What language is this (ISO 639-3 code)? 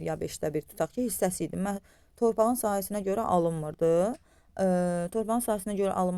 aze